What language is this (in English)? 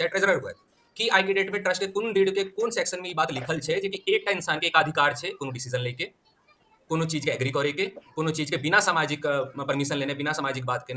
Maithili